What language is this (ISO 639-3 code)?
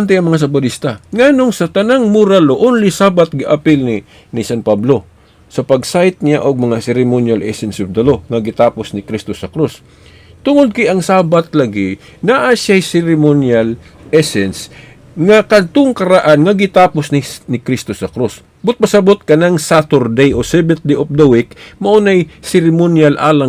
ceb